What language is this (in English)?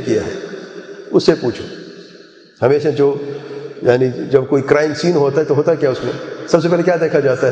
Urdu